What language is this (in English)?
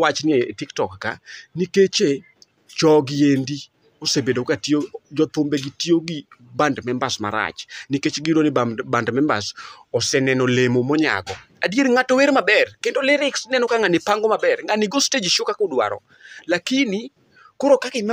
Luo (Kenya and Tanzania)